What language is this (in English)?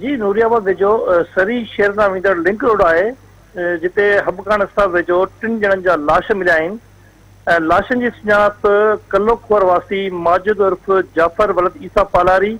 Sindhi